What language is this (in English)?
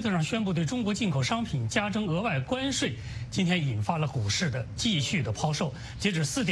Chinese